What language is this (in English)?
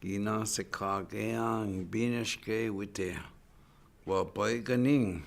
Chippewa